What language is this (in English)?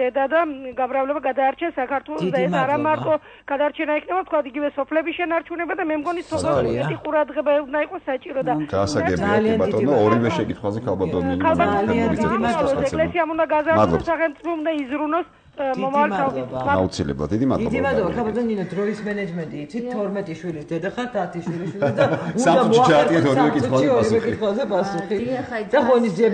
Georgian